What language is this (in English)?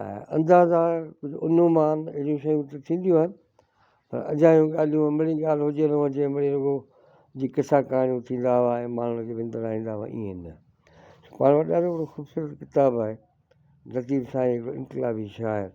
Sindhi